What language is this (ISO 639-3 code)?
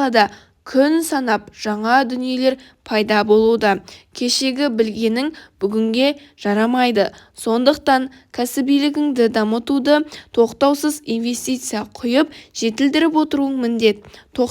kaz